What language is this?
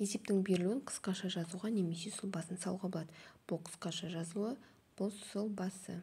Kazakh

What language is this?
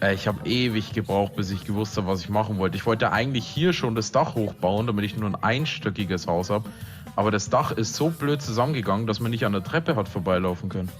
Bavarian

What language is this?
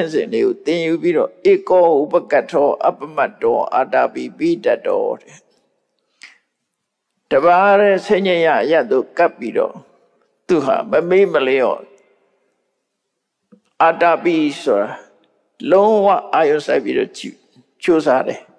Burmese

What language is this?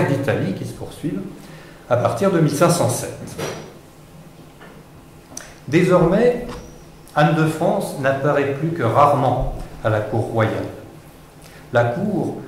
French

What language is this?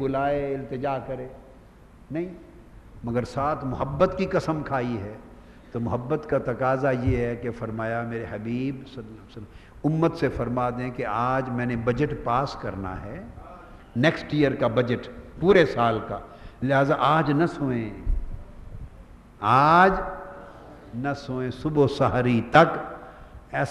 Urdu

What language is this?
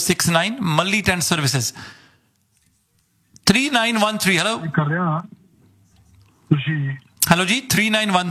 Punjabi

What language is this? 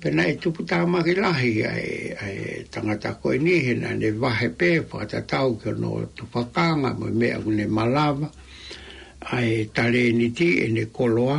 Tongan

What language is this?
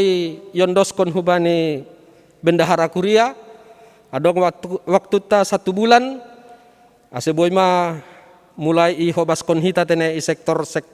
Batak Simalungun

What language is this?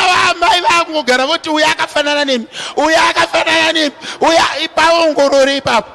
Shona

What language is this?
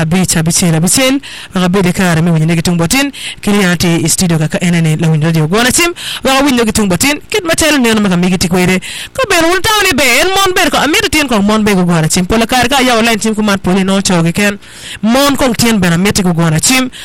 Acoli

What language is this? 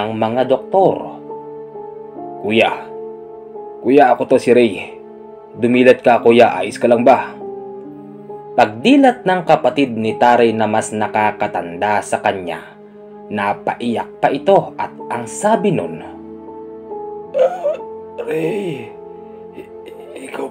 Filipino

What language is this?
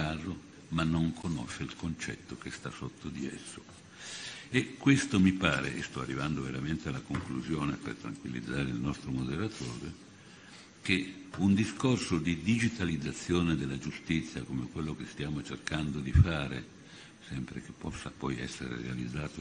Italian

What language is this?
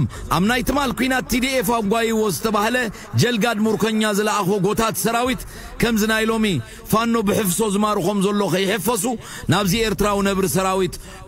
Tigrinya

